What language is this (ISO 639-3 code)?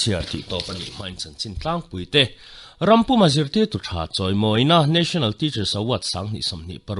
lus